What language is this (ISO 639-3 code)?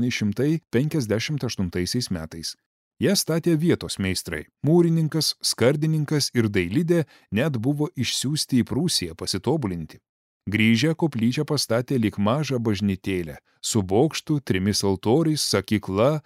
lit